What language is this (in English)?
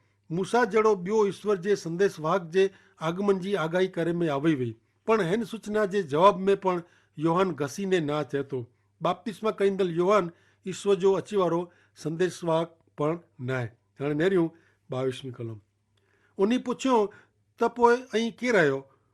Kachhi